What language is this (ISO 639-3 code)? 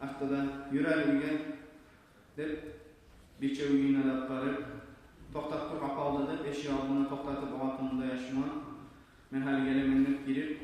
kum